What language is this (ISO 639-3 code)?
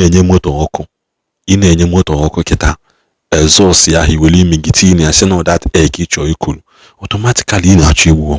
ibo